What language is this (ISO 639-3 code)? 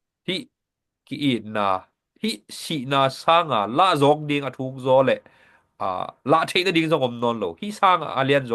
ctd